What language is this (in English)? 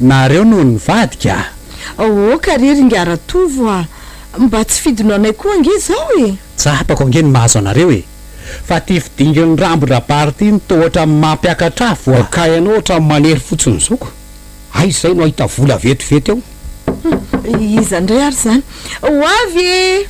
Malagasy